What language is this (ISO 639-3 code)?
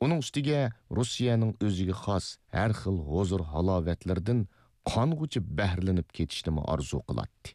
uig